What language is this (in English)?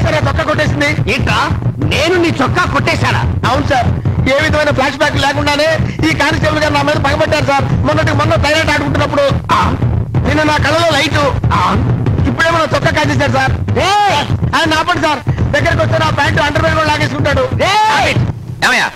Telugu